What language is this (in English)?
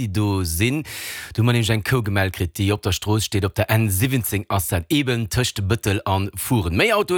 Luxembourgish